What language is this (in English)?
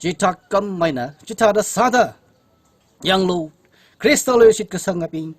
Tangkhul Naga (India)